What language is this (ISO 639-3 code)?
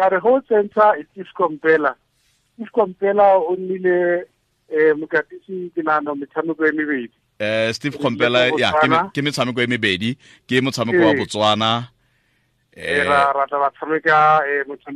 tsn